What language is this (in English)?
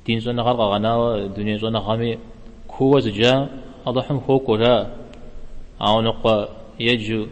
Kabardian